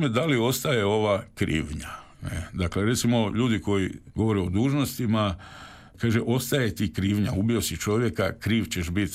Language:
Croatian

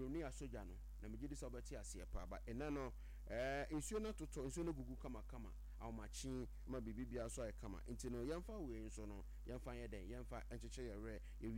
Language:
Akan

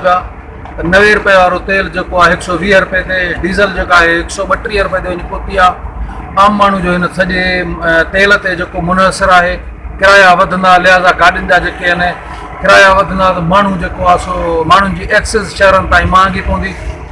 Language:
Sindhi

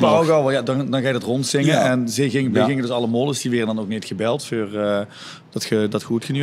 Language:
Limburgish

